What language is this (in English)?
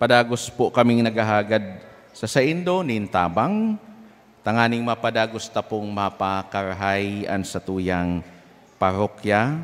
Bikol